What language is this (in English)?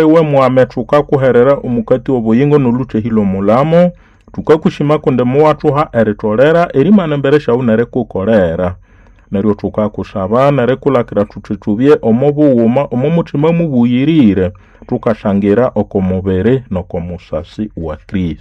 Nande